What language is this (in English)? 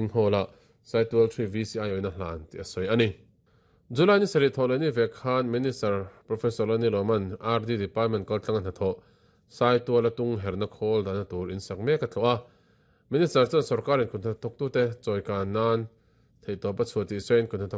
Mizo